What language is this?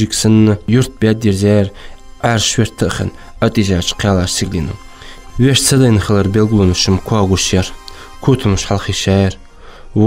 Ingush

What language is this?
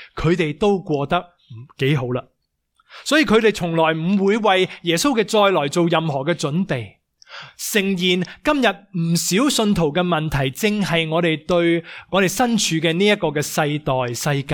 Cantonese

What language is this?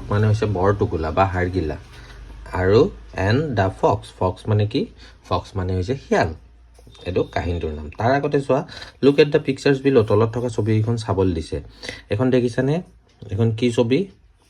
Assamese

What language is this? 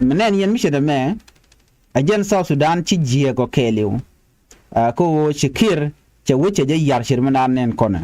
Nuer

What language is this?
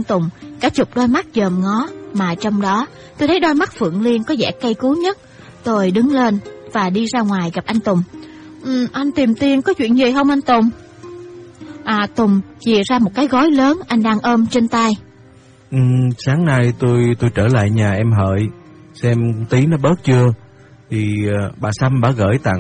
Vietnamese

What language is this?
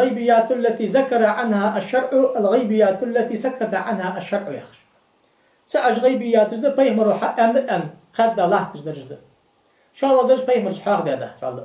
Ingush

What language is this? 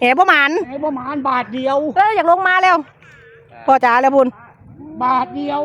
Northeastern Thai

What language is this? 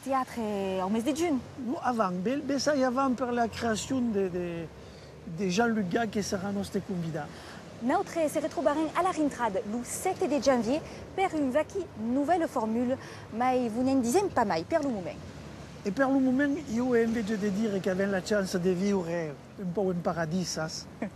Occitan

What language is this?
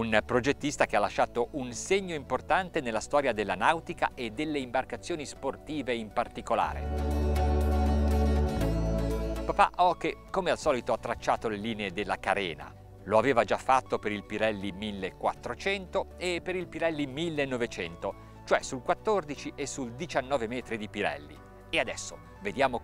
Italian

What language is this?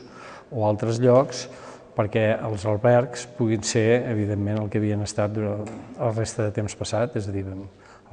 Catalan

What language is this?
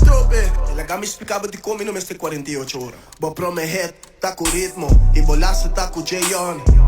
Papiamento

